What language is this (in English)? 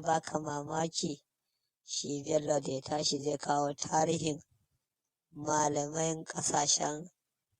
Hausa